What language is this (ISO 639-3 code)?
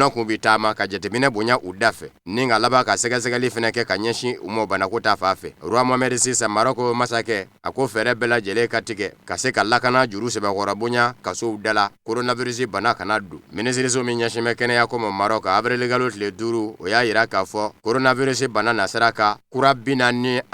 bam